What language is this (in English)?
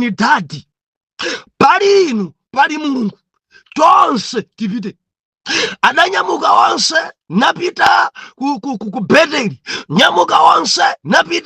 Nyanja